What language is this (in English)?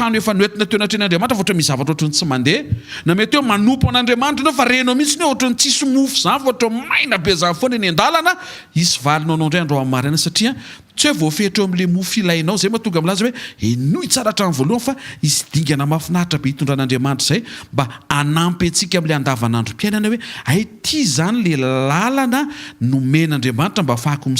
Malagasy